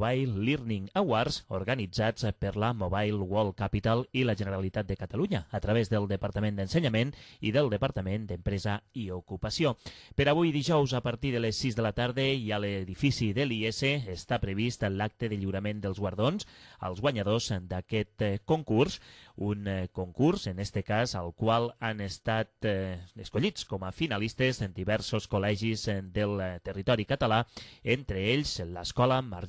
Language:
Catalan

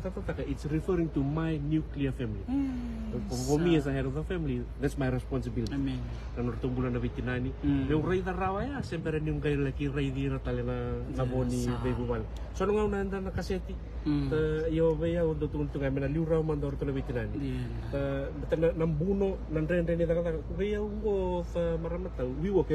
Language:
Fijian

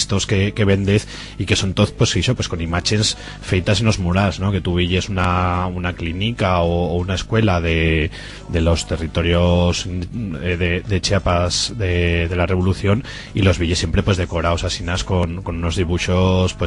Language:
Aragonese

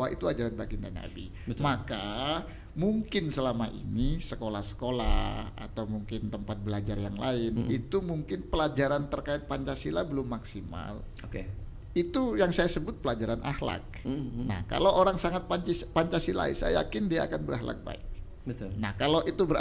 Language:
Indonesian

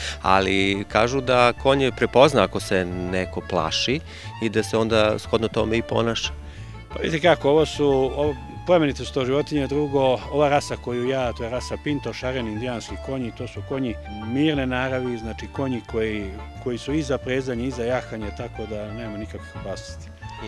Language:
Serbian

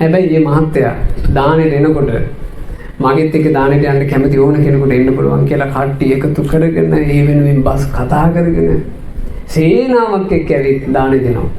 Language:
Sinhala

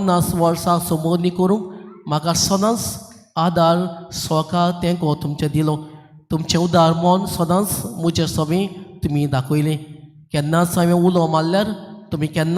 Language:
Konkani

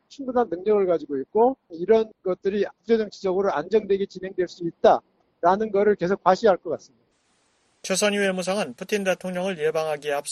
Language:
Korean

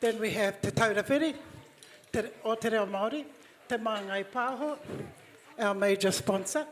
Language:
Māori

